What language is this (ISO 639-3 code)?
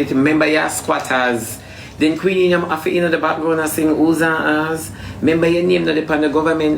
jam